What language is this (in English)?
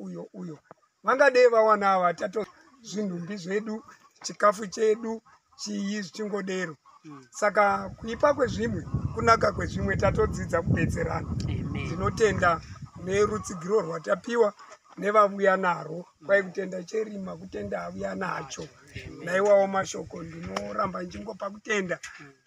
Shona